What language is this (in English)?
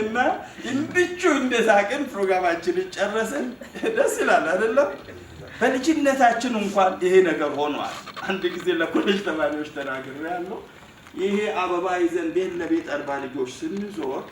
Amharic